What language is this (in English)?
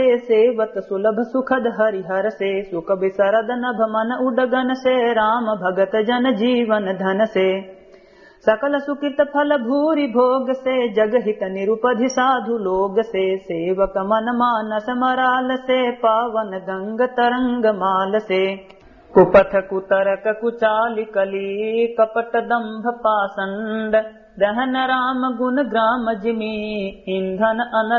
Awadhi